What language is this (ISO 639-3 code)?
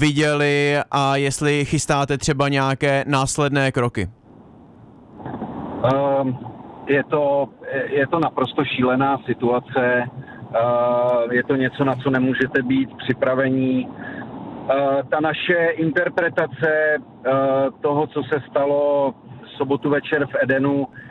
ces